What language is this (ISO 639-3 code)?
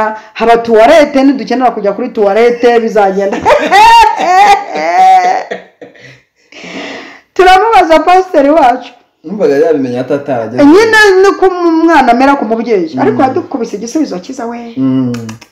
kin